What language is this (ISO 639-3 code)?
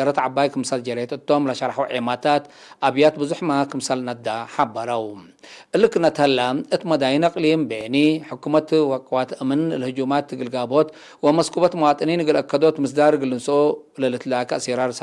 tig